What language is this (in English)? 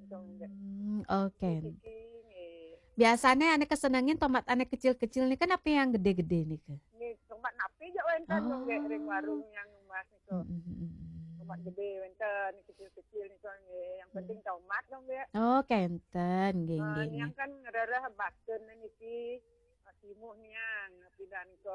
Balinese